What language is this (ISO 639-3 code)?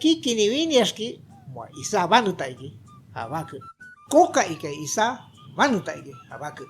shp